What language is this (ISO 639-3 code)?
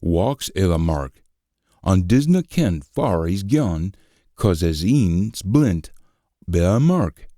sco